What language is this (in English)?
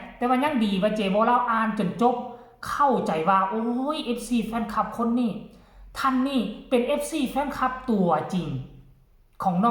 Northeastern Thai